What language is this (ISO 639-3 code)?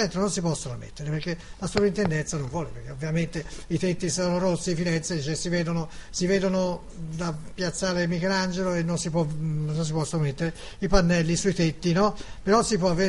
ita